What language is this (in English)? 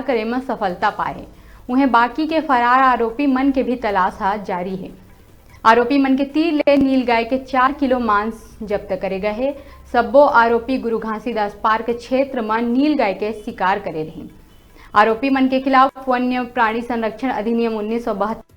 Chhattisgarhi